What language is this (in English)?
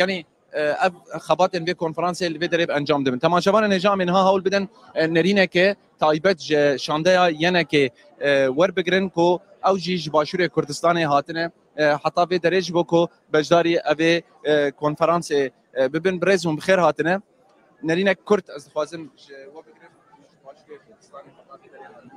Kurdish